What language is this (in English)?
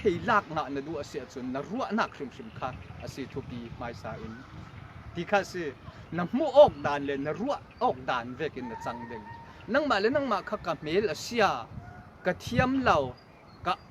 Falam Chin